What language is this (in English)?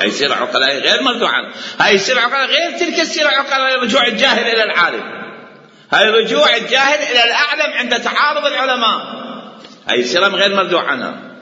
Mesopotamian Arabic